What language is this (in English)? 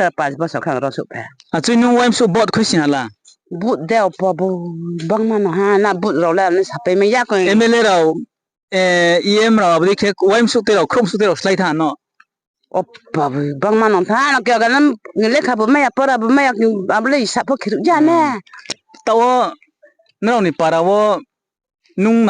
Riang (India)